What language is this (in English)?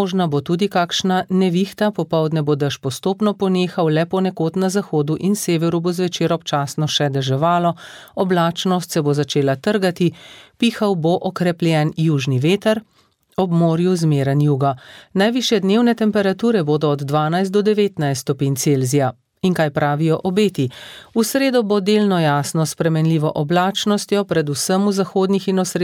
Slovenian